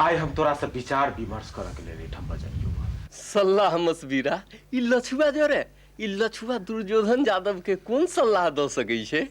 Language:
Maithili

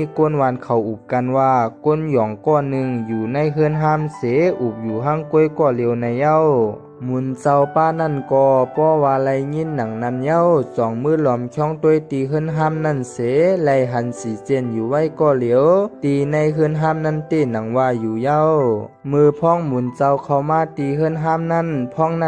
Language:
Shan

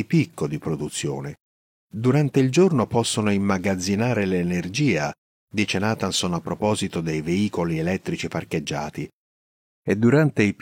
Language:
Italian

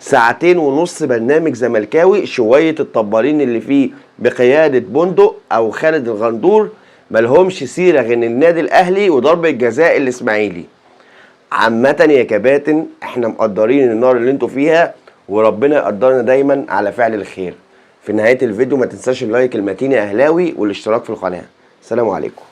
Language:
Egyptian Arabic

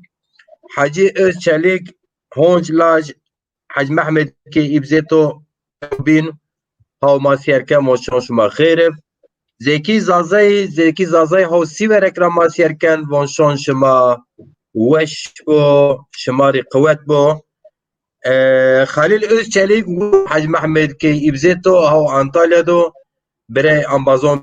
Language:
Zaza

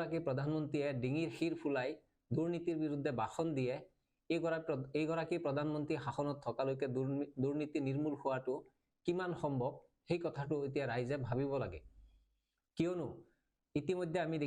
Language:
Assamese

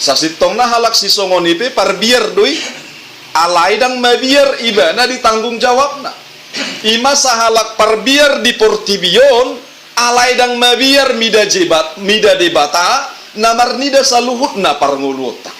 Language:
Batak Toba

